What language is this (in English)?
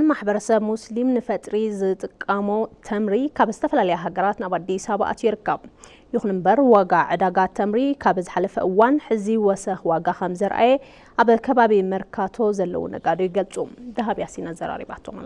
Tigrinya